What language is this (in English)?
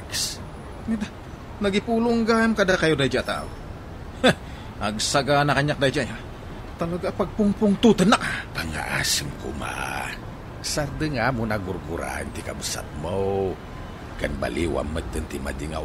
Iloko